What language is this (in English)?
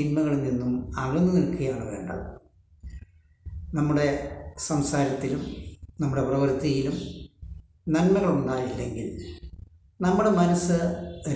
Malayalam